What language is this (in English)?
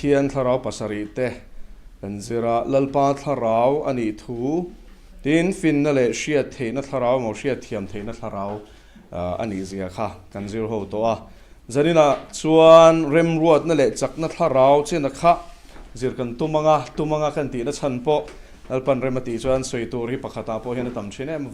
Mizo